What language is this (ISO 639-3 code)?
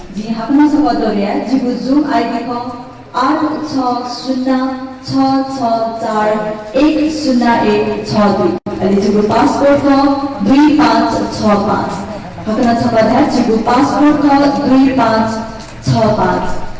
new